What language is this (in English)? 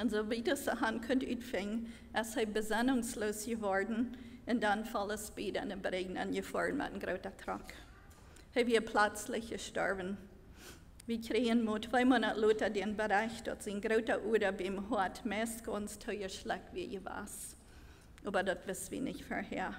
Plautdietsch